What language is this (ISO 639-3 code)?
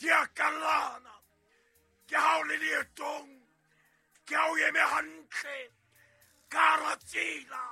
sot